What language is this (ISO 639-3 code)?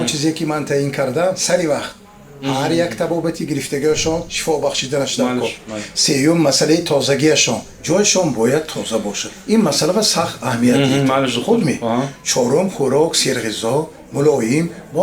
tgk